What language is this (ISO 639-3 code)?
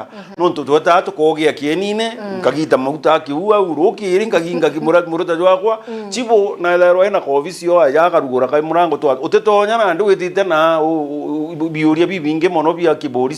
mer